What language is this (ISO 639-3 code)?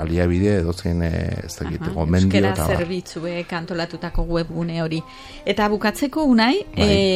eus